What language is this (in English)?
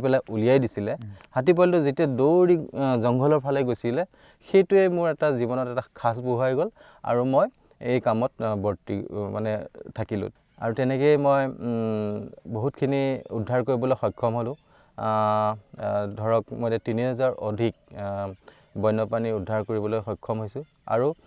Assamese